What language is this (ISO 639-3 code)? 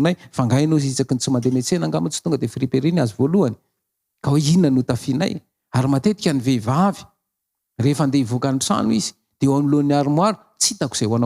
mlg